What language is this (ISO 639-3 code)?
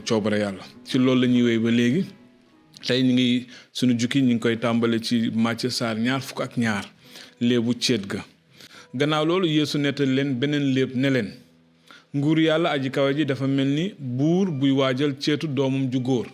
wol